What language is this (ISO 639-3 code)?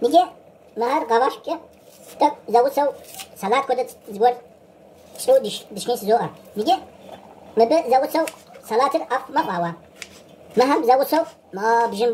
kbd